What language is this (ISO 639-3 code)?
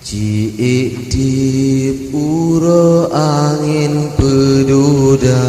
ace